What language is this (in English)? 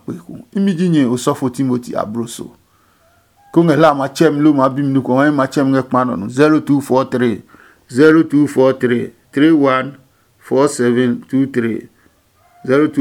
Adangme